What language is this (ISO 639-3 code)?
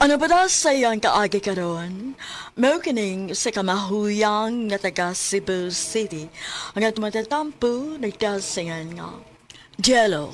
ceb